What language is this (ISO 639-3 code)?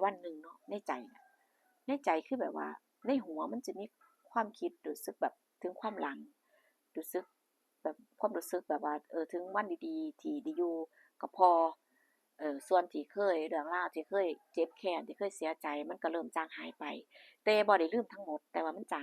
lao